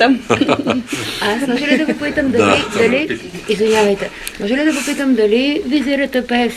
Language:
Bulgarian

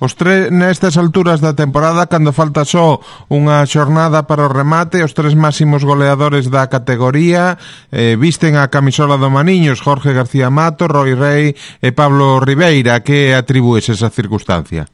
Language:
Galician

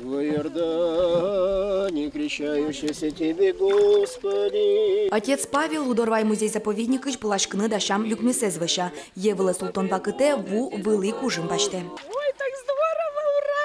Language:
Udmurt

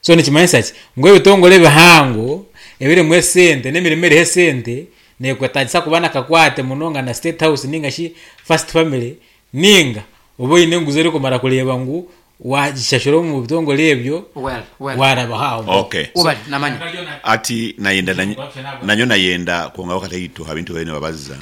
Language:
Nyankole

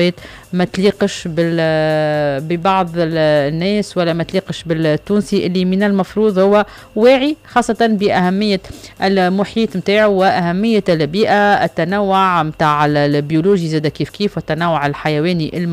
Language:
Tunisian Arabic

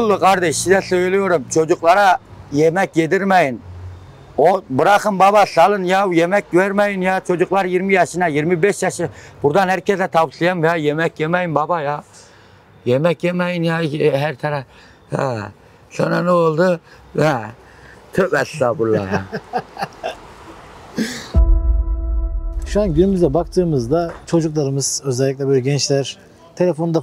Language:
Turkish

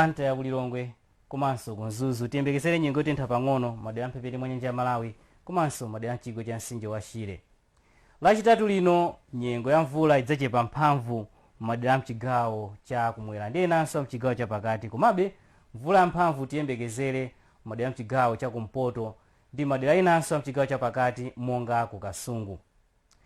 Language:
Nyanja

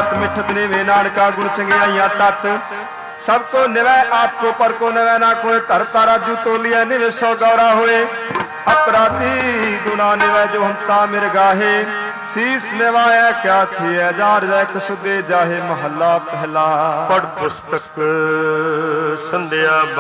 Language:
Punjabi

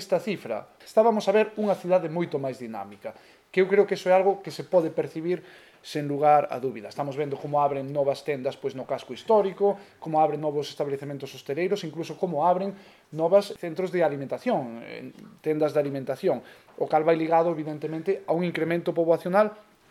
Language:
Galician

